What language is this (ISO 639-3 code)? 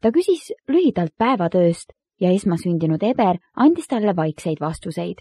est